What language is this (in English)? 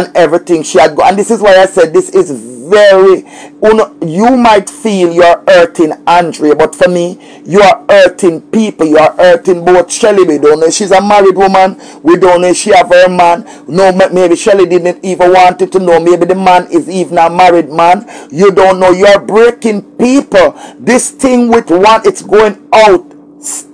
Jamaican Creole English